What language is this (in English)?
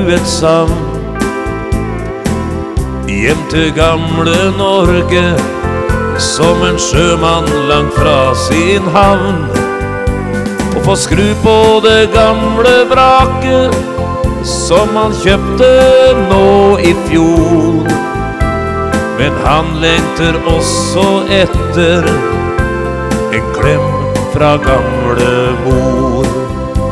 Norwegian